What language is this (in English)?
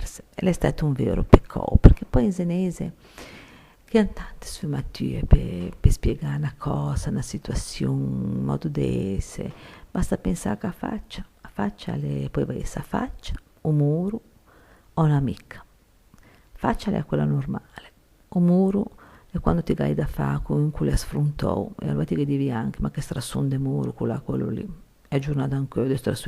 Ligurian